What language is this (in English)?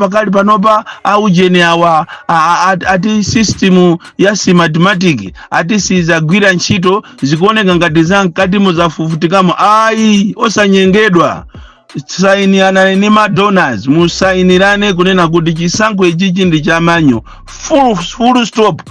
Nyanja